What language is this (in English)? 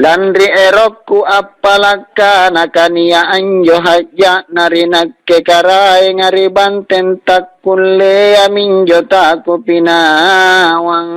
Makasar